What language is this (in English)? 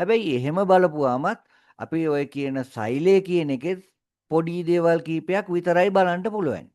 Sinhala